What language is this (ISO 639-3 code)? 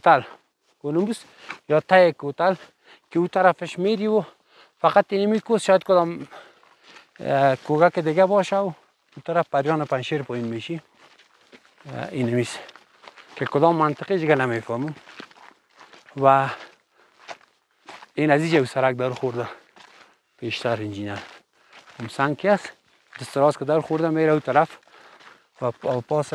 fas